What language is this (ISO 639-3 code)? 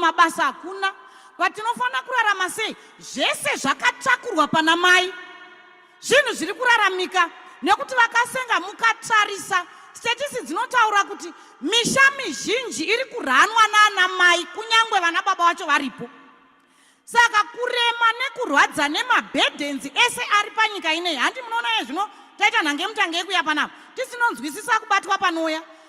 sna